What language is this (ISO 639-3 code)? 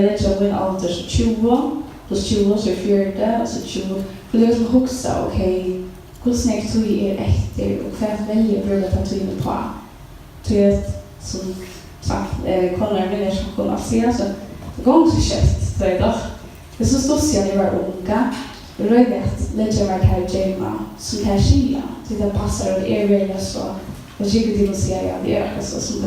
fao